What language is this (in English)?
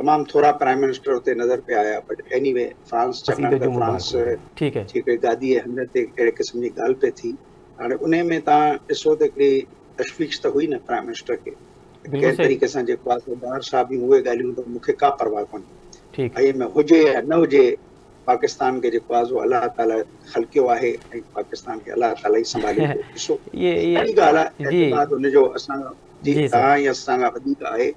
Sindhi